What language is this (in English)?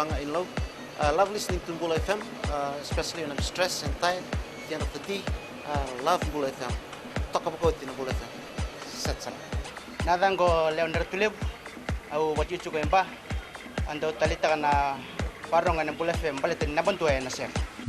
Fijian